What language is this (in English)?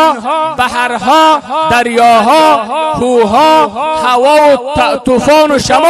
Persian